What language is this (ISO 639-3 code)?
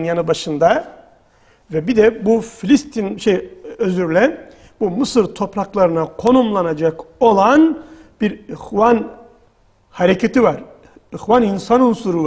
tur